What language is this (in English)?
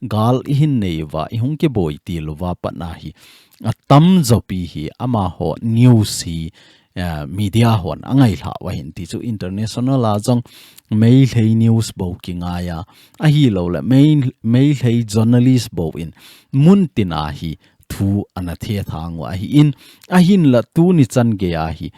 Thado Chin